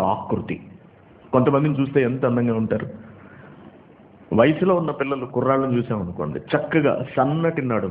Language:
Telugu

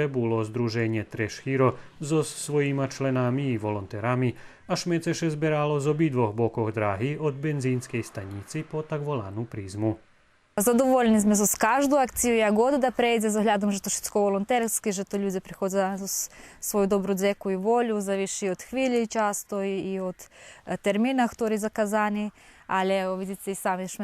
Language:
Rusyn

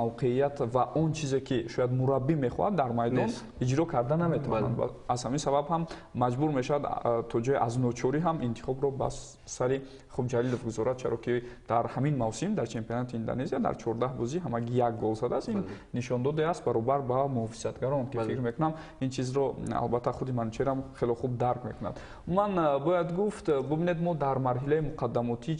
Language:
Tajik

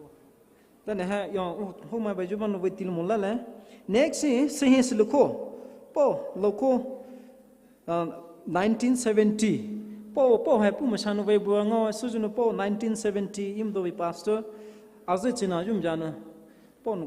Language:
Poumei Naga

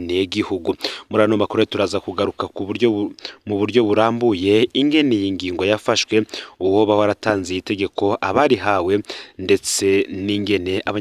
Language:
Rundi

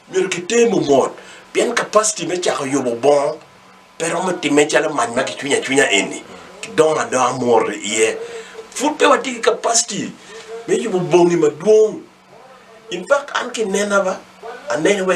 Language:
Acoli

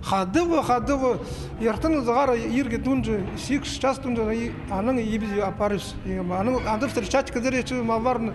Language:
Khakas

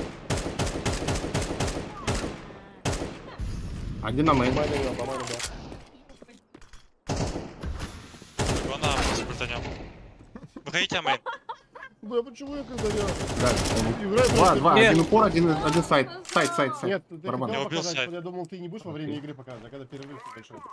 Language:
Russian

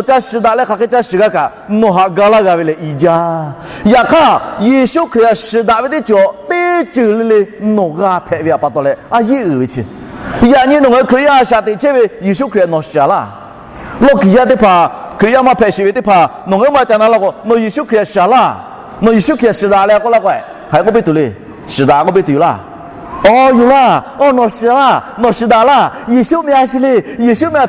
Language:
Lahu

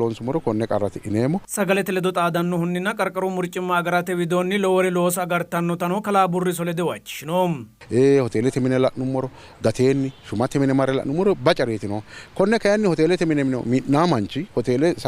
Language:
Sidamo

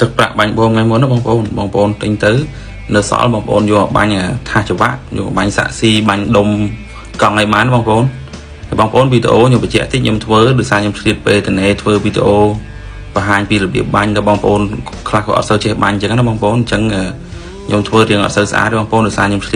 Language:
Khmer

